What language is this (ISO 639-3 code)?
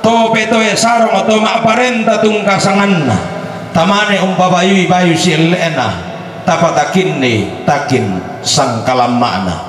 sda